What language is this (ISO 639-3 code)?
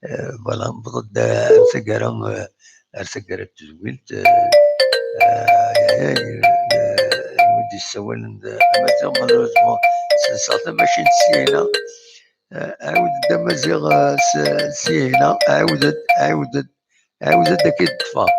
kab